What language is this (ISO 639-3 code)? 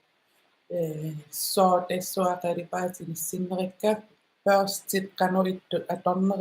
kal